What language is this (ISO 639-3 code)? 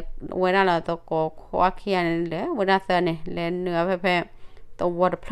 ksw